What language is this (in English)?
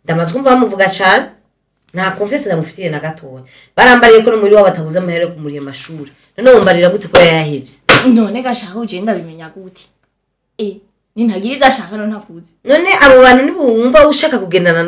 Rundi